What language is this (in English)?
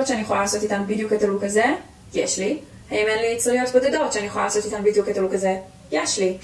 Hebrew